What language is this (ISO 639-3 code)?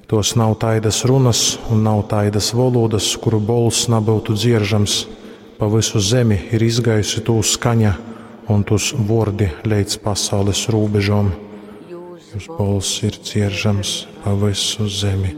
ltg